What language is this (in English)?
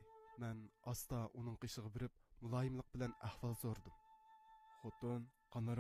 Uyghur